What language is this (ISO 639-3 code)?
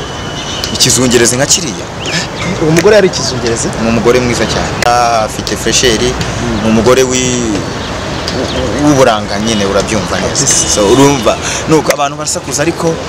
kin